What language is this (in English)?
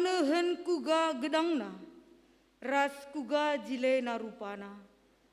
Batak Karo